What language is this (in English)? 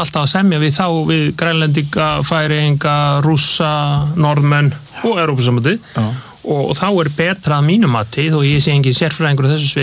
Icelandic